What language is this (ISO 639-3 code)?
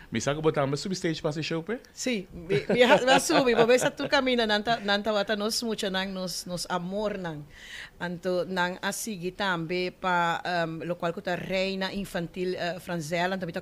pap